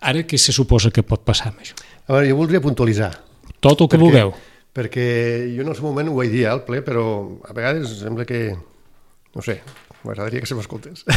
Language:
Catalan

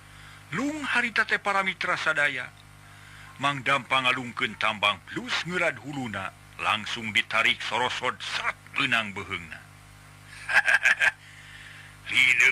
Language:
Sundanese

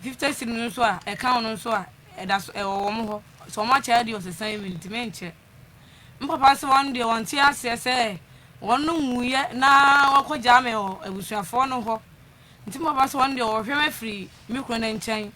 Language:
Akan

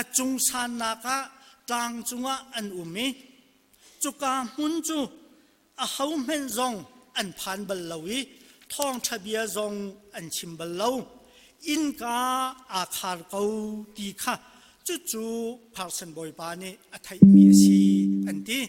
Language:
Hakha Chin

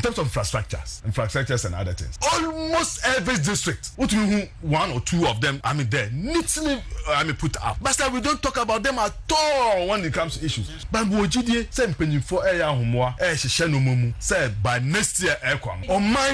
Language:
Akan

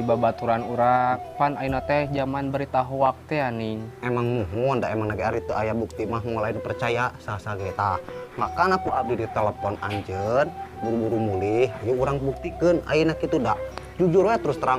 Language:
Sundanese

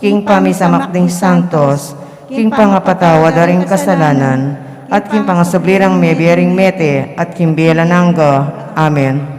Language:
Pampanga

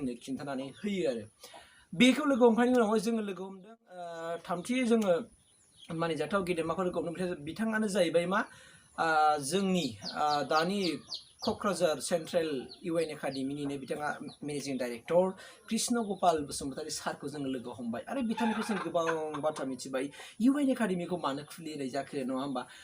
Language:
Bodo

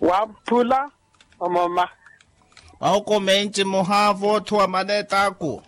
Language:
Makhuwa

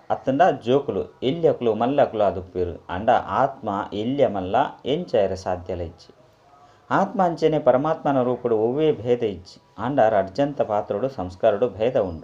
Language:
Tulu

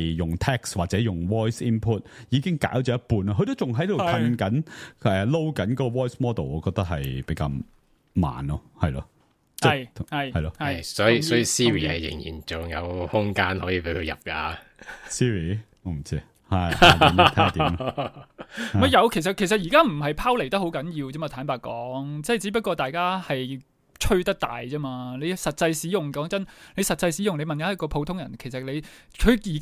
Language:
Cantonese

